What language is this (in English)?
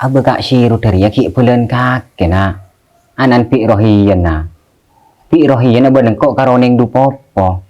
Madurese